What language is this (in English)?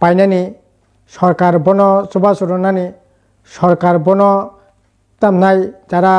Kok Borok